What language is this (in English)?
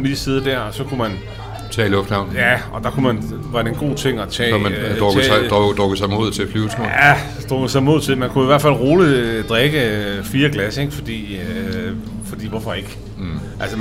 Danish